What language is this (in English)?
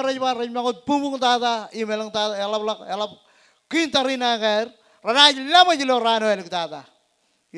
Marshallese